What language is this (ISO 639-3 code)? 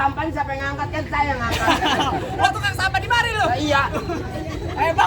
bew